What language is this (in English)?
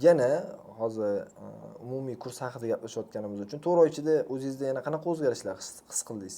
Uzbek